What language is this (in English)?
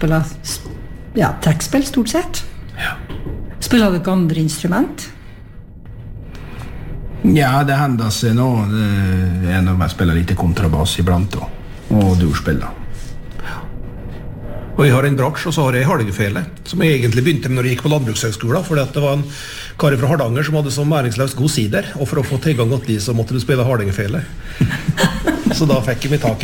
Norwegian